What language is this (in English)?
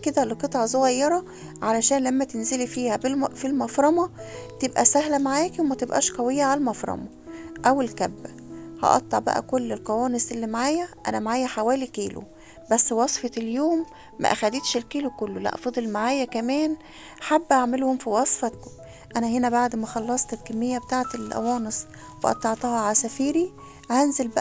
Egyptian Arabic